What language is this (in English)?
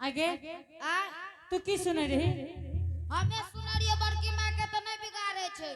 Angika